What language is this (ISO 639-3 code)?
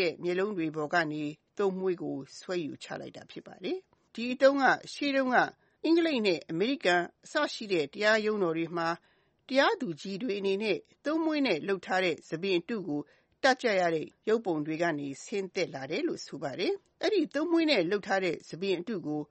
mya